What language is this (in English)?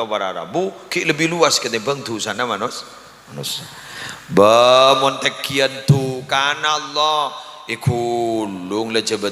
Madurese